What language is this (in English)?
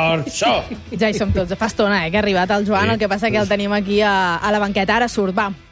Catalan